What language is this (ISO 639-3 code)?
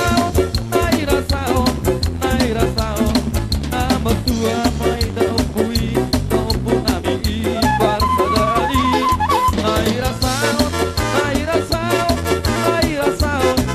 bbc